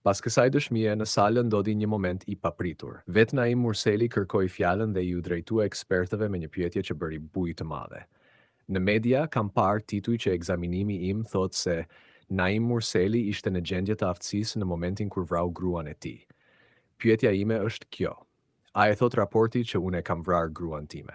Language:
Albanian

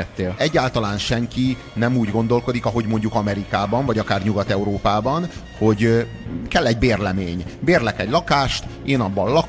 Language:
Hungarian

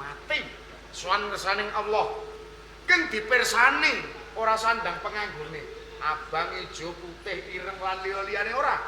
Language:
Javanese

